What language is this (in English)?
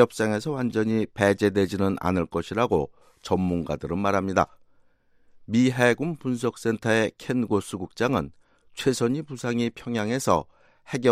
Korean